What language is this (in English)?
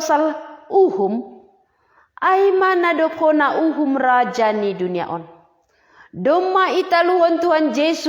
Batak Simalungun